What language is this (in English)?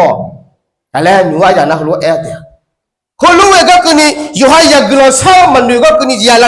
Akha